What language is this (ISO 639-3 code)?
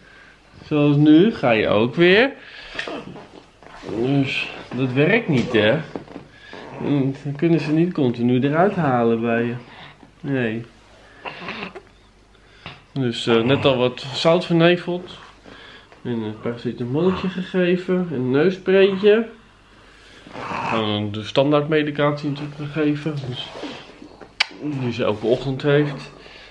nld